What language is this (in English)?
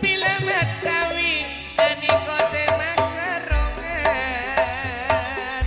Madurese